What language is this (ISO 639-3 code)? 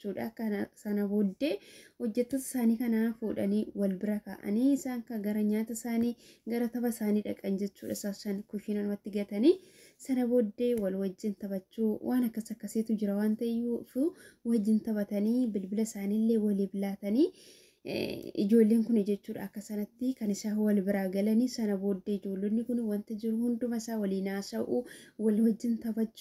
orm